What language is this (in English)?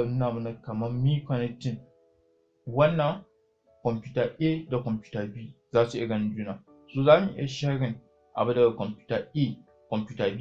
Hausa